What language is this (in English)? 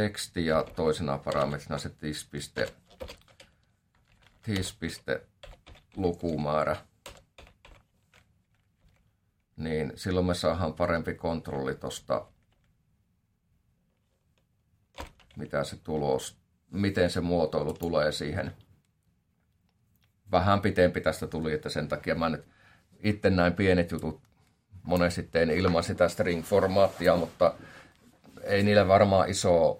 Finnish